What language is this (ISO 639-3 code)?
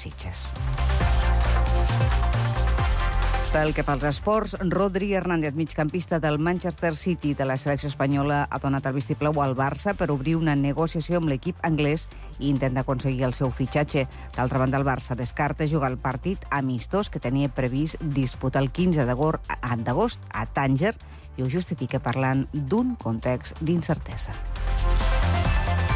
cat